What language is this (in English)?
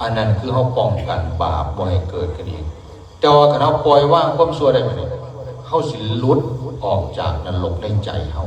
Northeastern Thai